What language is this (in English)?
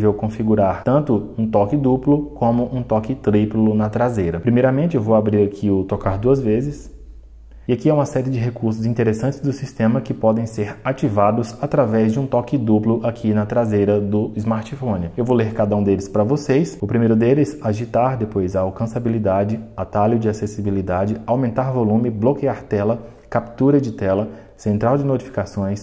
Portuguese